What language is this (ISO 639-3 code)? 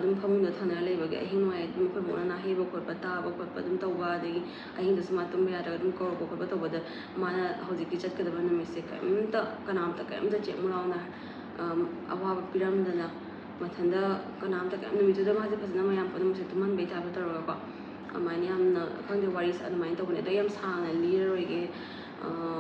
mni